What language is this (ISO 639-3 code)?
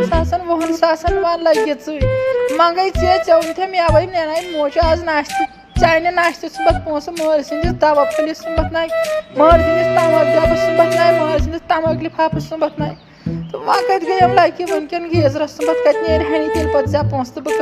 kas